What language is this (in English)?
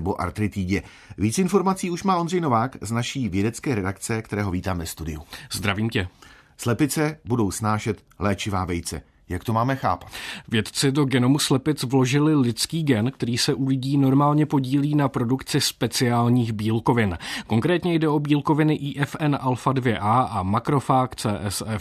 Czech